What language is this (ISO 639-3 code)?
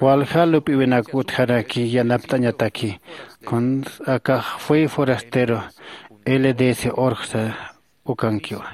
aym